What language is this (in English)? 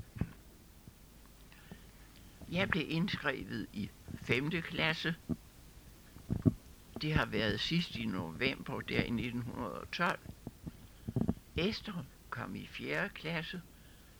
Danish